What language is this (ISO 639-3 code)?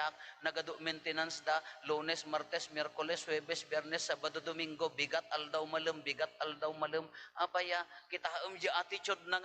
ilo